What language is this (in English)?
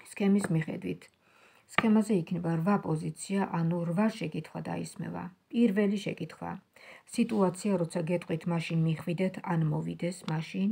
Georgian